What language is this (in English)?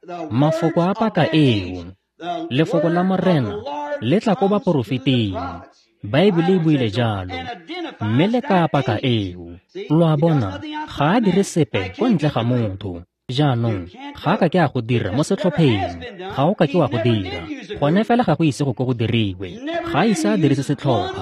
Tswana